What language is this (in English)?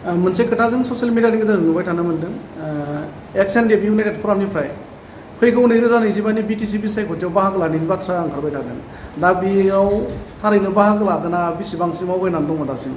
Bodo